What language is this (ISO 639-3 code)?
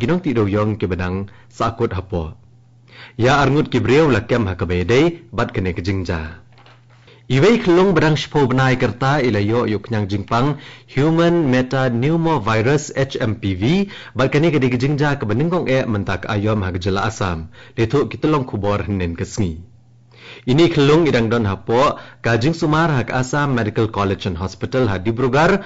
kha